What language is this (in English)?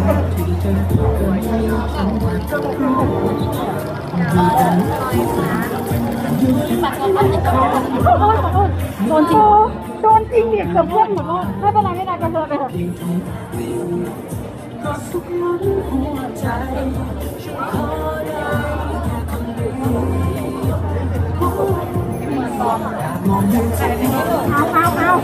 Thai